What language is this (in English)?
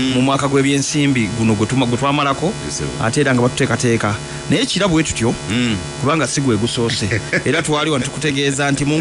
Ganda